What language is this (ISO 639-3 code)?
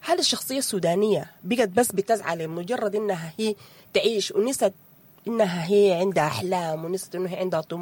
apd